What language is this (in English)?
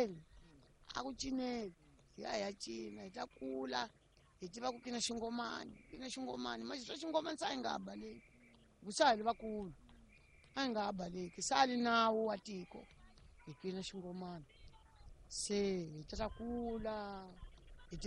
Tsonga